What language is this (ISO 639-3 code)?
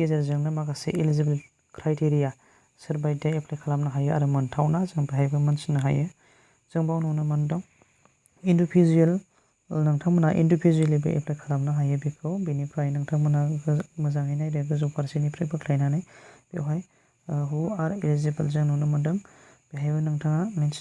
brx